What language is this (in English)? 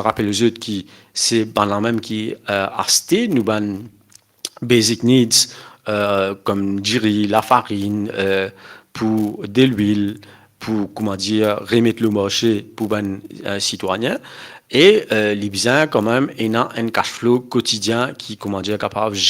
Morisyen